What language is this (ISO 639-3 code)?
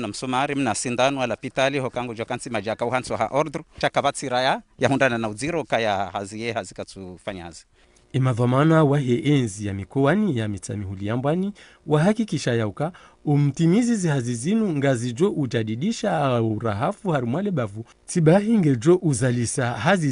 zdj